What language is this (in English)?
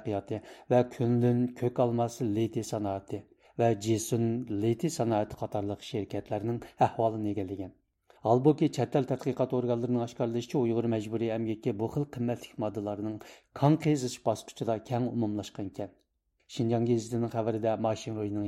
Uyghur